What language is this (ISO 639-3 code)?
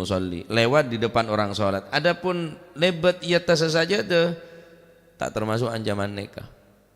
mad